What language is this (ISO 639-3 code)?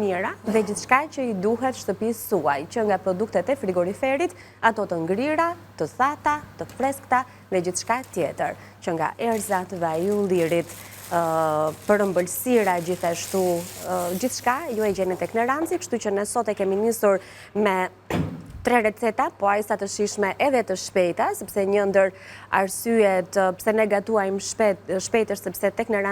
sqi